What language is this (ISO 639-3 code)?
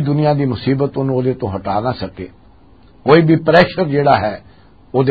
lah